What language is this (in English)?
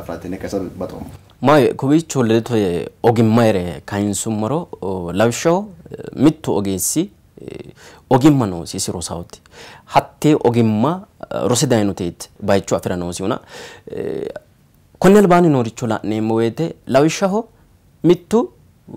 Sidamo